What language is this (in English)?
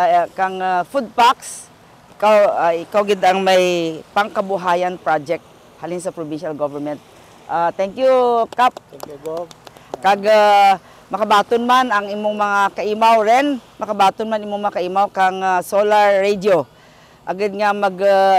Kinaray-a